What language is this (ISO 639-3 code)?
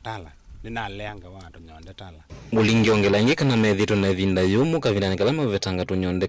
kam